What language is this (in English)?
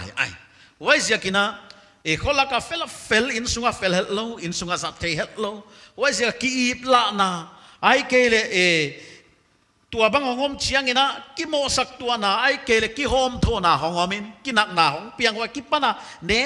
Paite Chin